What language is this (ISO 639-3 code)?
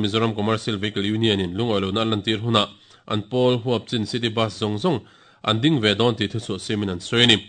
lus